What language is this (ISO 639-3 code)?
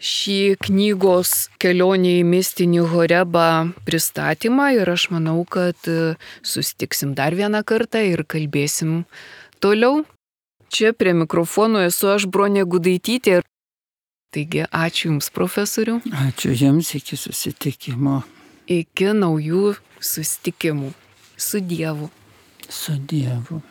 lit